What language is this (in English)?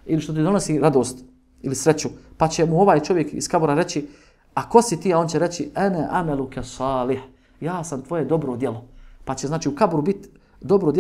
Bosnian